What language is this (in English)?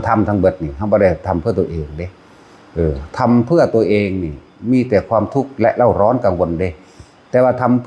Northeastern Thai